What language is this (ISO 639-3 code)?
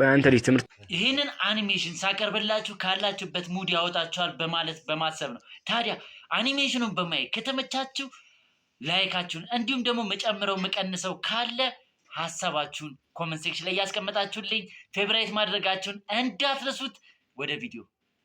amh